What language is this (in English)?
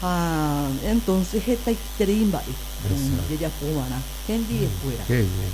Guarani